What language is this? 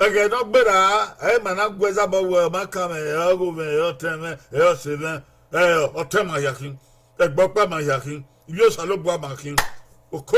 Bini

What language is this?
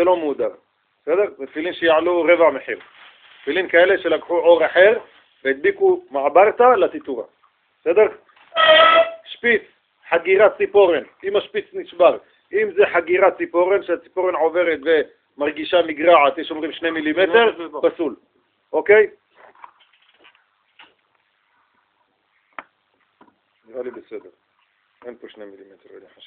Hebrew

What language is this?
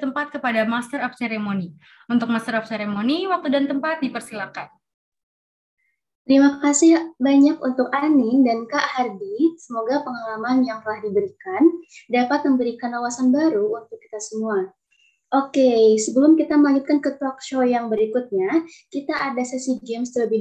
Indonesian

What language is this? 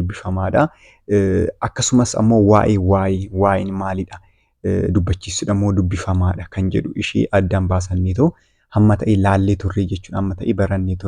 Oromo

